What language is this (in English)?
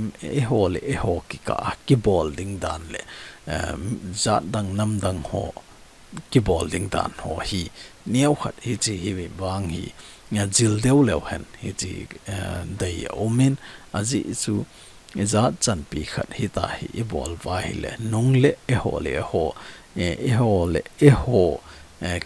Thado Chin